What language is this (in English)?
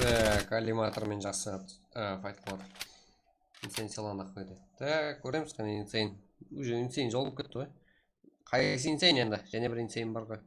Kara-Kalpak